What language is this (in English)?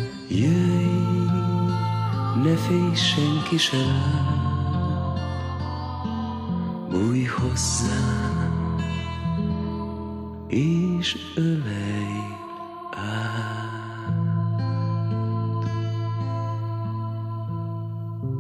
Hungarian